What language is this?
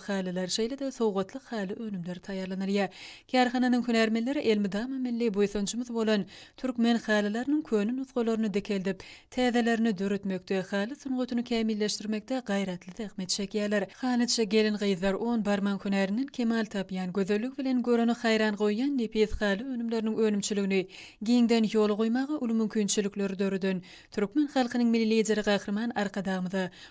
Turkmen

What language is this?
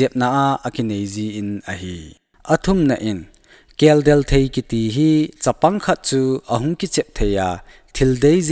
Thado Chin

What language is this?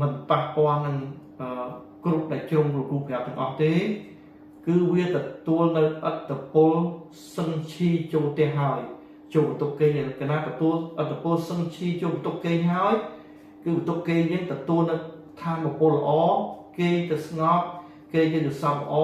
Khmer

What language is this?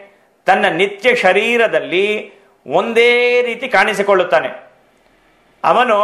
Kannada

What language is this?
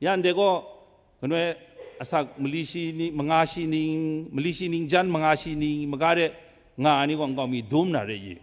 Kachin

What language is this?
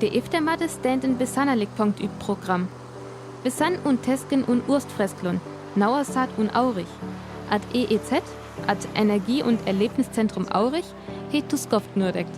Northern Frisian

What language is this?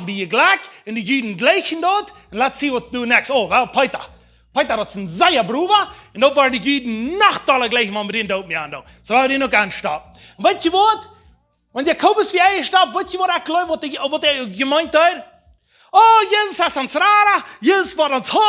Plautdietsch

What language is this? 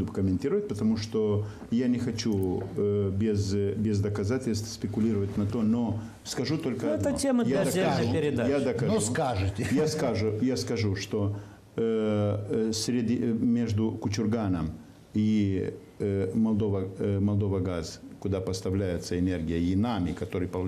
Russian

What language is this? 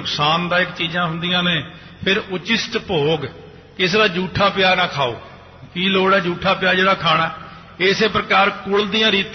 Punjabi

